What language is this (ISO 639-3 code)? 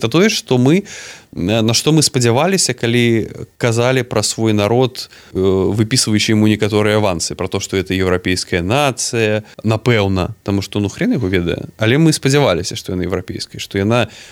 bel